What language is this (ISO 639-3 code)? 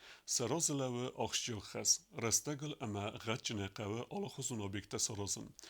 oss